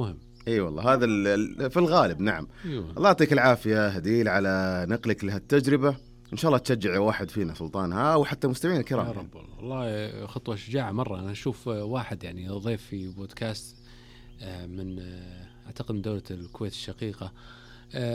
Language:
Najdi Arabic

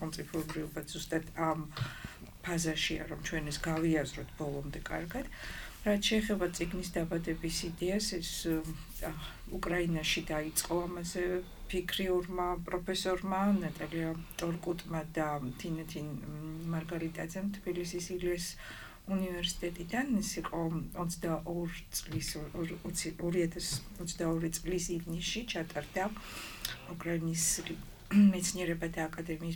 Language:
Georgian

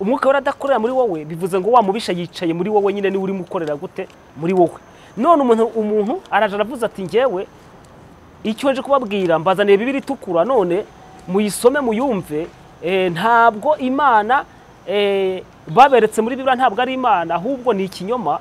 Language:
Kinyarwanda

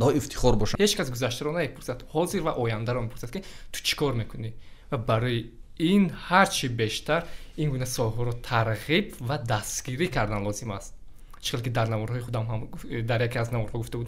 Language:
Tajik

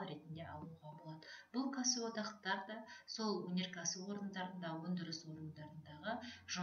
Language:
Kazakh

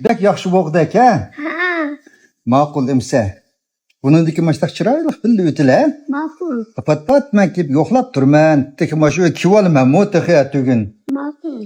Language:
Uyghur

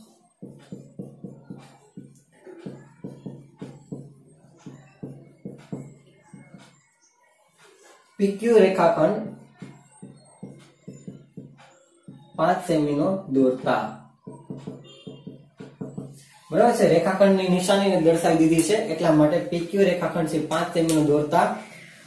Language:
Gujarati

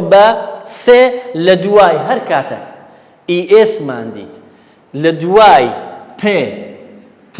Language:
Central Kurdish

